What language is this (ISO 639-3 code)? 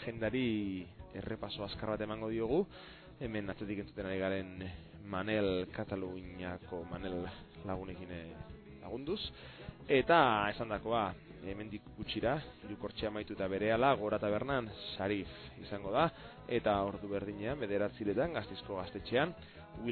eus